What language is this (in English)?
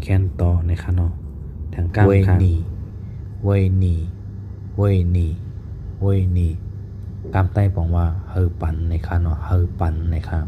Shan